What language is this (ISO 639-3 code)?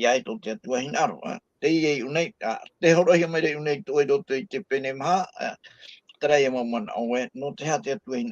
tah